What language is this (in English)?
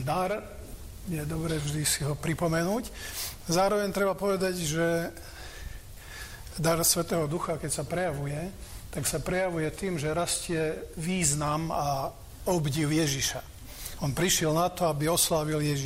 Slovak